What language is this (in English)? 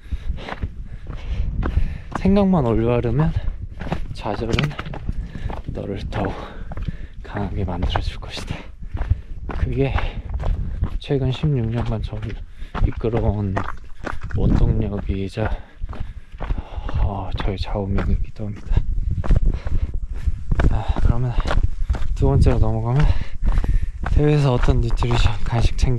Korean